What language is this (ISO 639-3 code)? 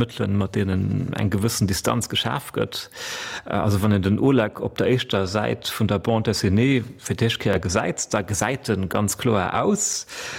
ltz